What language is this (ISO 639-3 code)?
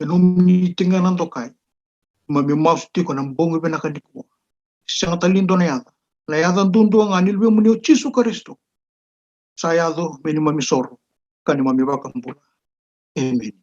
fij